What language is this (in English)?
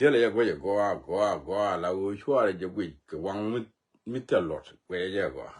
Nuer